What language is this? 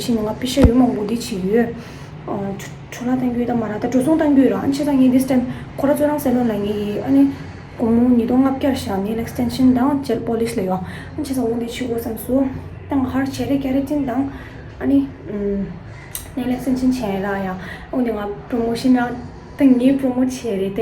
Tibetan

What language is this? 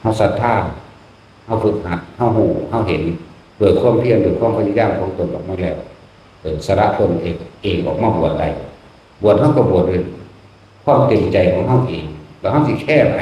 Northeastern Thai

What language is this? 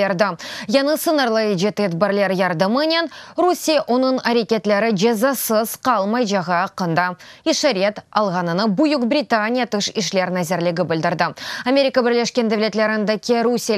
Crimean Tatar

